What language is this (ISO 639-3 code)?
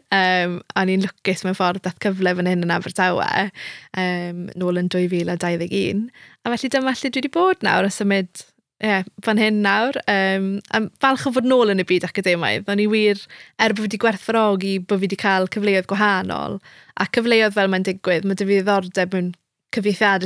cym